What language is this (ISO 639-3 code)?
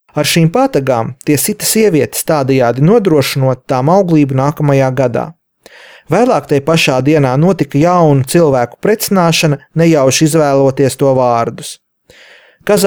lav